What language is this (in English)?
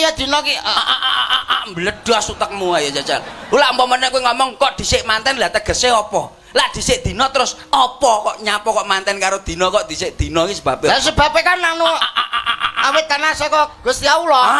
Javanese